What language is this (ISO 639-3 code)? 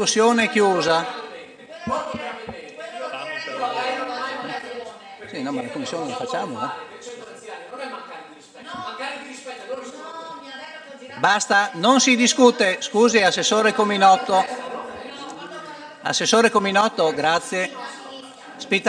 ita